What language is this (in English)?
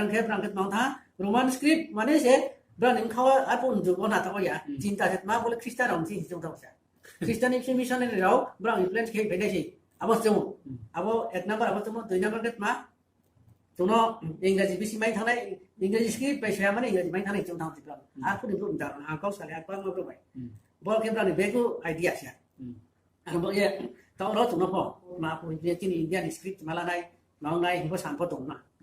Riang (India)